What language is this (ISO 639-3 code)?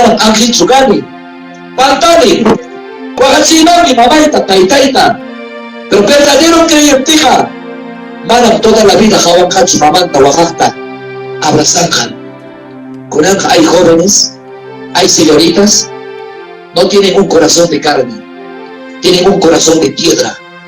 quy